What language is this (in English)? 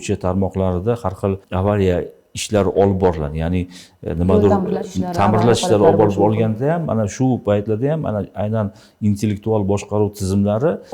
Uzbek